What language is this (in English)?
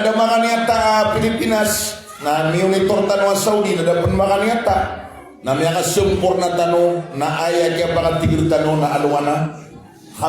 Maranao